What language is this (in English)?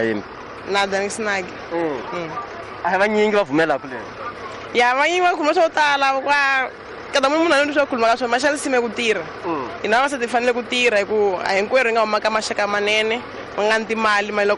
Tsonga